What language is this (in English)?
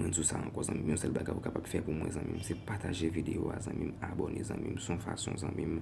Haitian Creole